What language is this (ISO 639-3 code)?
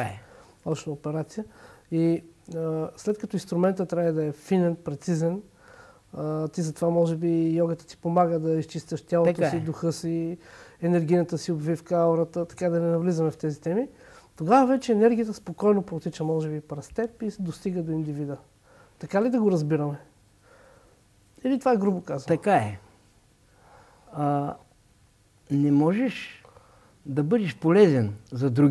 bul